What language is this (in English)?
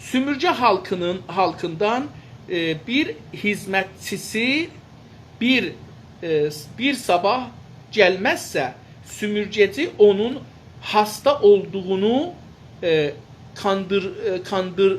South Azerbaijani